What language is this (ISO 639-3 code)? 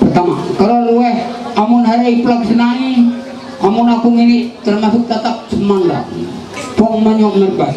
mhy